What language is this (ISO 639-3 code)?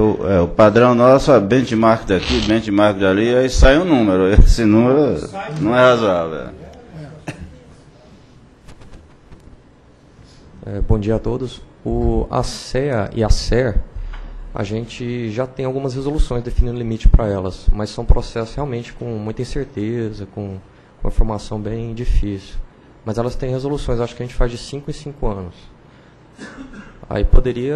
por